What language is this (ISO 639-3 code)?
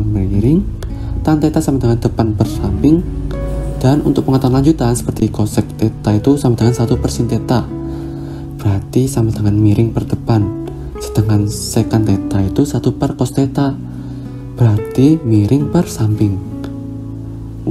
ind